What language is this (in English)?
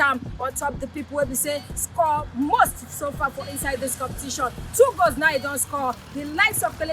Nigerian Pidgin